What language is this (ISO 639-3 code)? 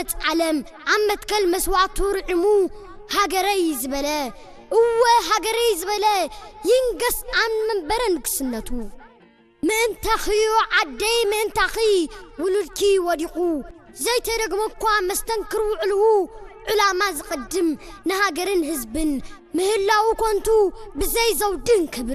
tir